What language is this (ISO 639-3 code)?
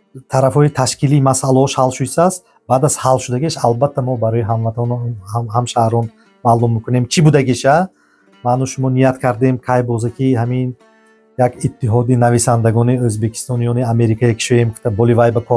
tgk